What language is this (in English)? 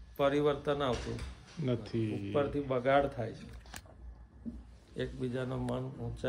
Gujarati